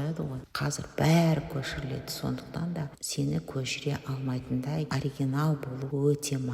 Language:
Kazakh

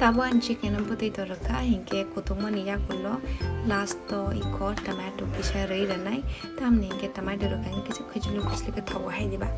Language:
Kok Borok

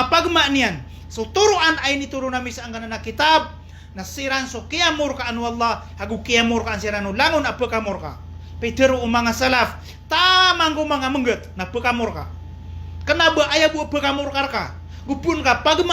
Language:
Maranao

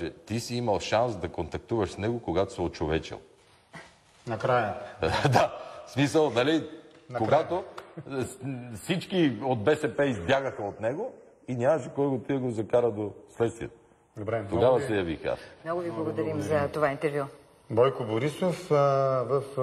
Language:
Bulgarian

